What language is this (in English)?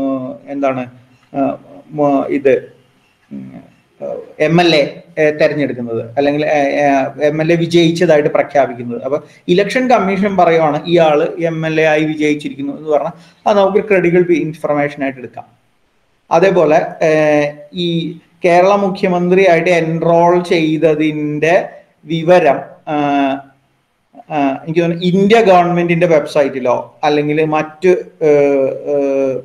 Malayalam